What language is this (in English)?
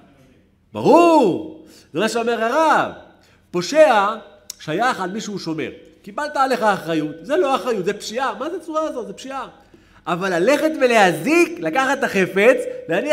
Hebrew